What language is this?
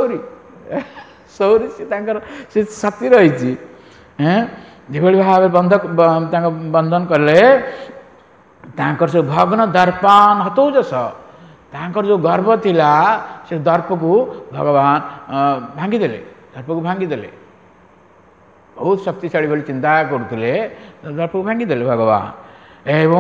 Odia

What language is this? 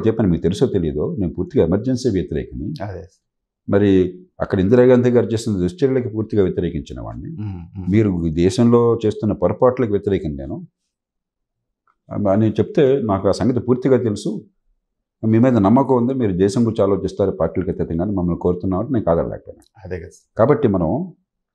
Telugu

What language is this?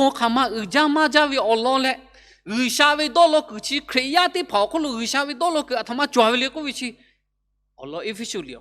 Lahu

